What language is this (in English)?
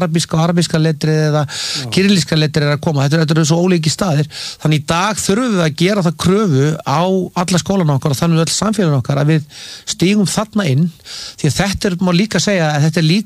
Icelandic